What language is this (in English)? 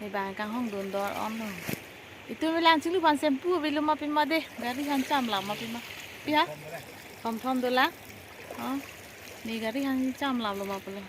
Karbi